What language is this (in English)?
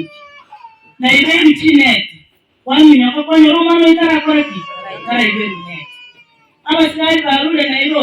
Gusii